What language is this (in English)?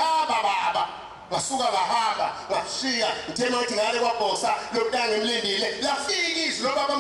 Zulu